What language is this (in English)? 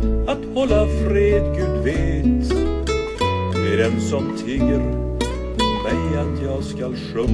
Swedish